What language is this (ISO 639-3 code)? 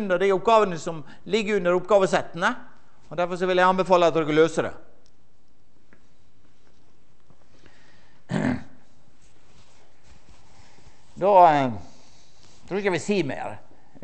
nor